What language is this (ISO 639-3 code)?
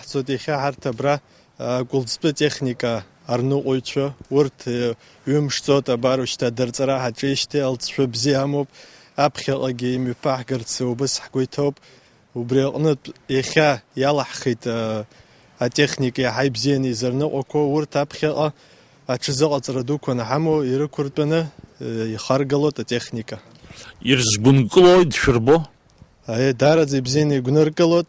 abk